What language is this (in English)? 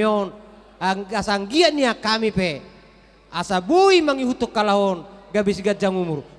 Batak Toba